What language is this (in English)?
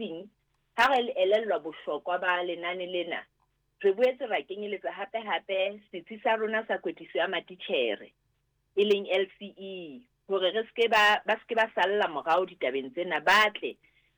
Southern Sotho